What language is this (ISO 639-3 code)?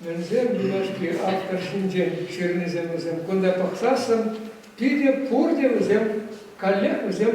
chv